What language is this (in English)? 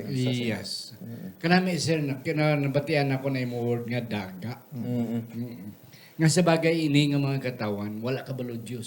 Hiligaynon